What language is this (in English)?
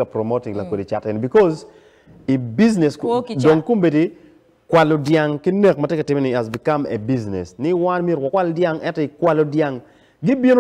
Acoli